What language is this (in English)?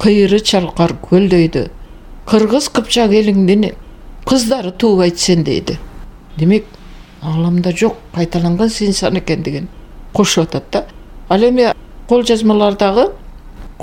Kyrgyz